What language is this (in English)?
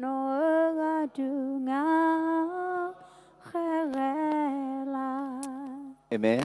Akha